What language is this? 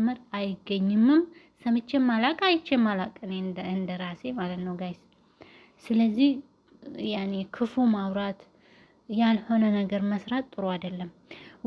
Amharic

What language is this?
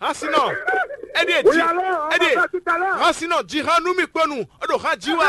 Fon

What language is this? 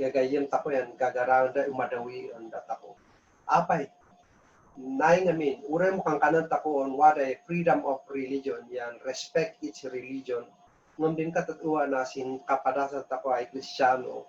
Kankanaey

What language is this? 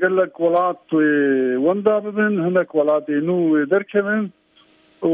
Kurdish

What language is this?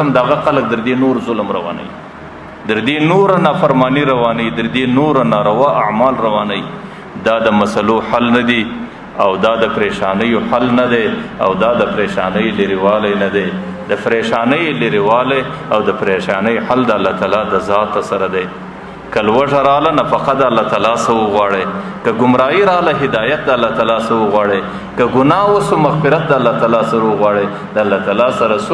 Pashto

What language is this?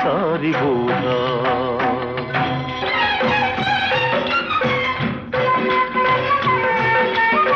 Telugu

